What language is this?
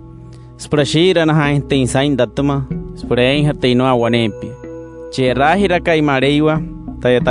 Wayuu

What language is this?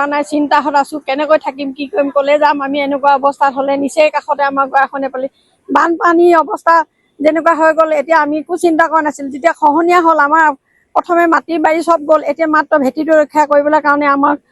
Assamese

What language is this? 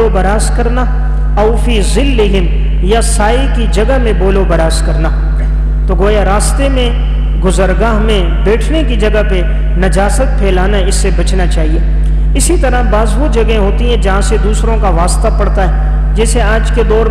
Urdu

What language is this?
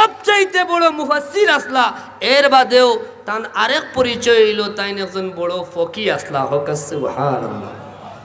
Sylheti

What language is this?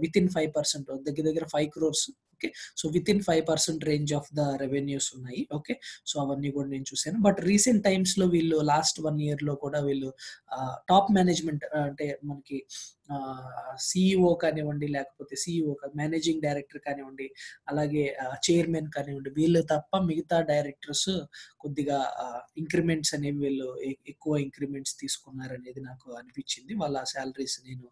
Telugu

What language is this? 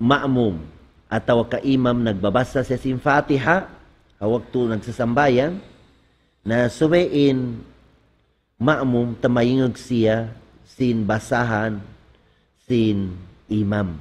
Tausug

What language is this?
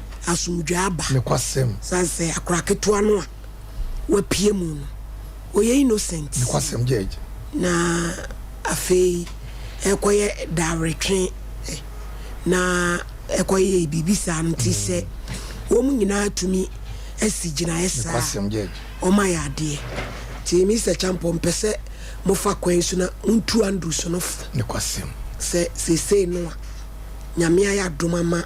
Akan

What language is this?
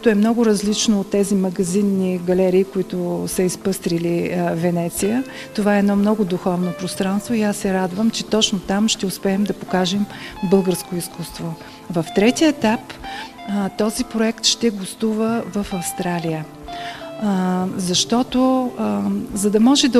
Bulgarian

